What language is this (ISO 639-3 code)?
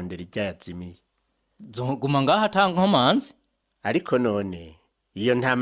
run